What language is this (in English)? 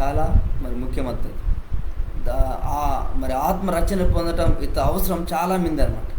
Koya